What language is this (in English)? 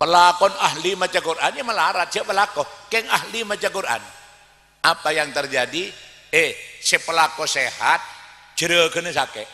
Madurese